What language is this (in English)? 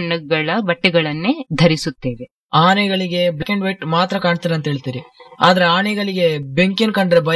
Kannada